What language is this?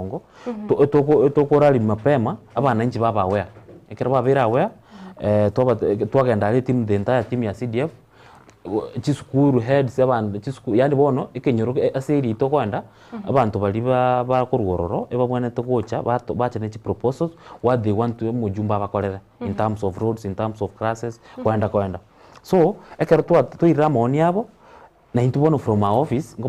Gusii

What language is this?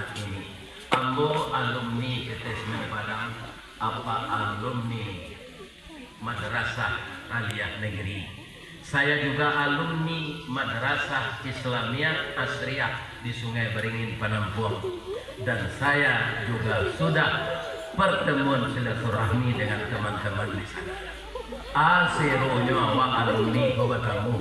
Minangkabau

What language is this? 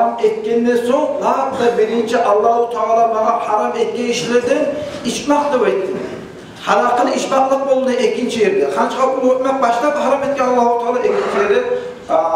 Kumyk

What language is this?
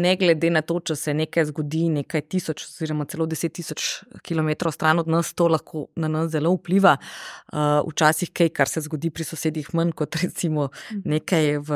Slovenian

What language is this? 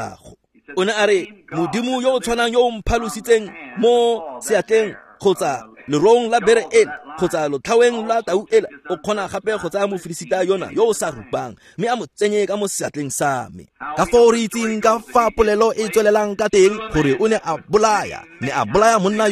Tswana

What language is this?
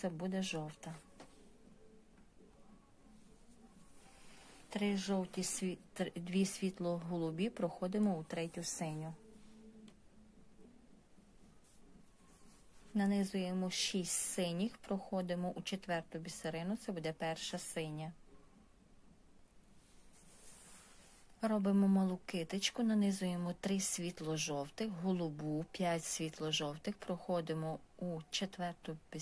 Ukrainian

